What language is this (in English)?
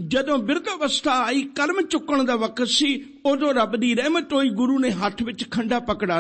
Punjabi